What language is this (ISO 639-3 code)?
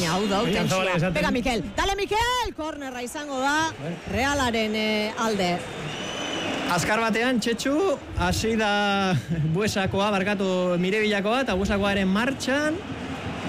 eus